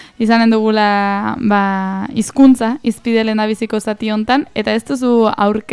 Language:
Basque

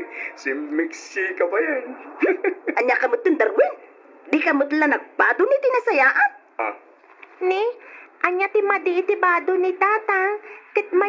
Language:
Iloko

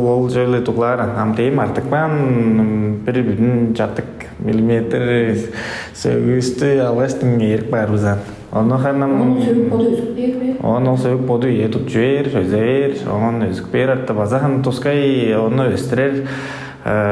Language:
Tuvinian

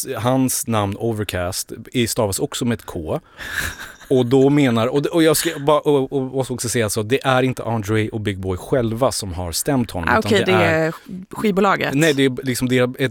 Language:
Swedish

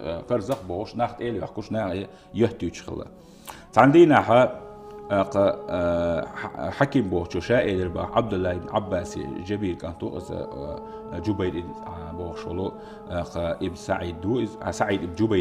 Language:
Chechen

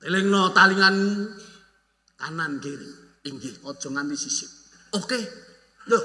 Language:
Javanese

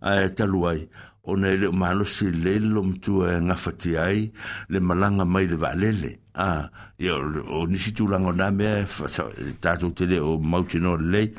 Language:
Samoan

